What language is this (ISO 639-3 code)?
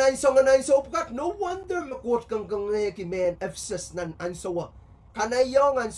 pon